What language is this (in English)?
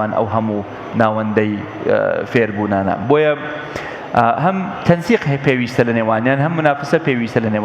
Central Kurdish